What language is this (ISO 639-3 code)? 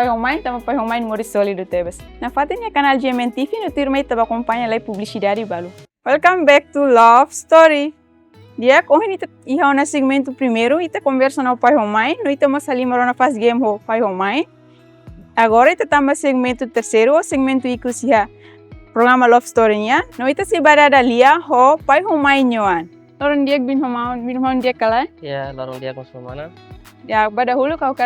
tet